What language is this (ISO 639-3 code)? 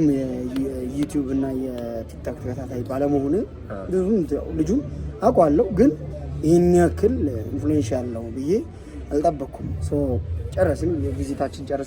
amh